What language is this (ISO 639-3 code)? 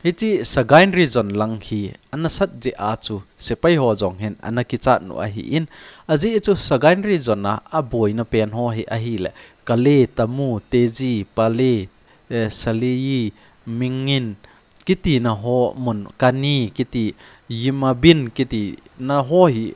tcz